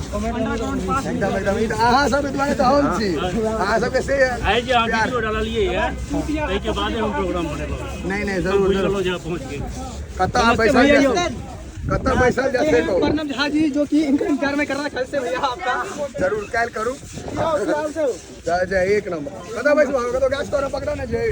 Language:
Maithili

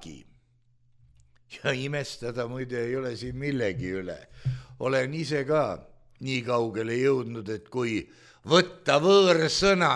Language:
Estonian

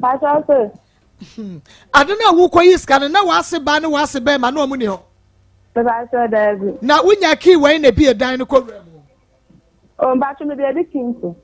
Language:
Akan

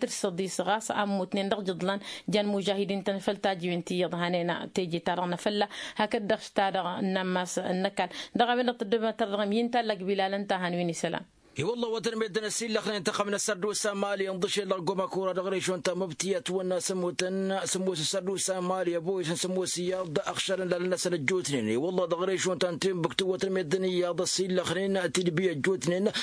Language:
Tamasheq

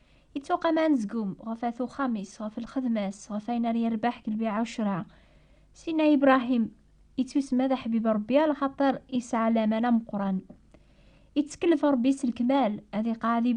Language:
Kabyle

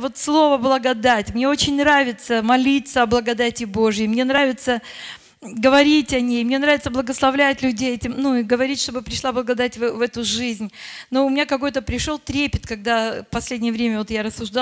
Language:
Russian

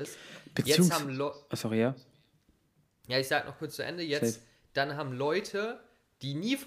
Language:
German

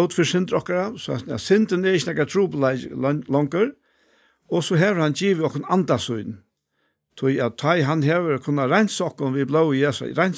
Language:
Faroese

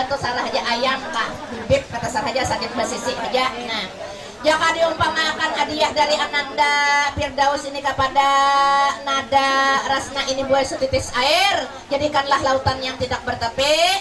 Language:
Banjar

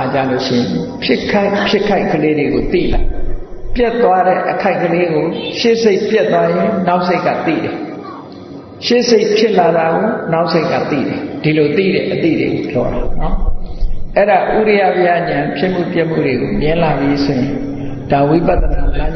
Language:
Burmese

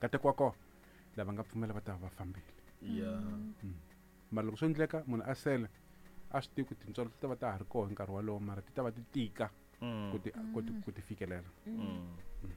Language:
Tsonga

